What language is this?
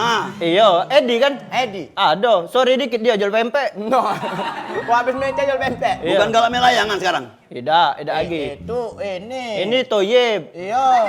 Musi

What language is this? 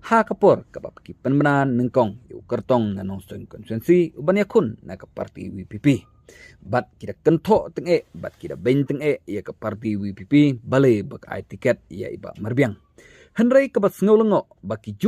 Khasi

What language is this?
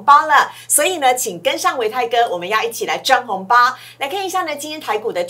Chinese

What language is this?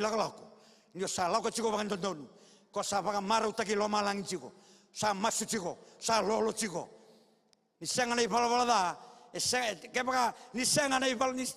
Fijian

